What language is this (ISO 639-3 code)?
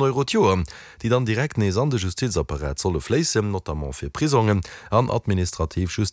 ltz